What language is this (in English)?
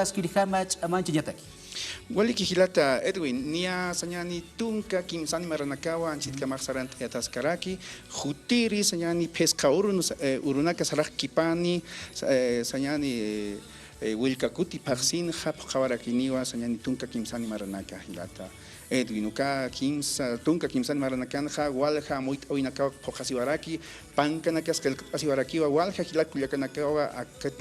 Aymara